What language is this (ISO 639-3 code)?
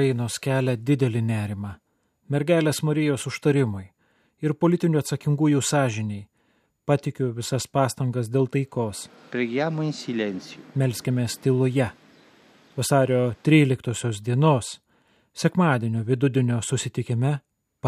lit